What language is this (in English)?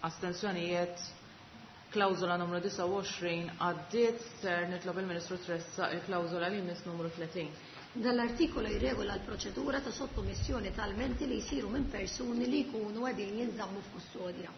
Maltese